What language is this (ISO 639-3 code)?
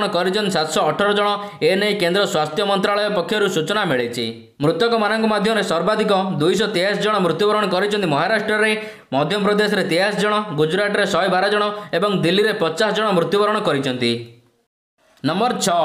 ori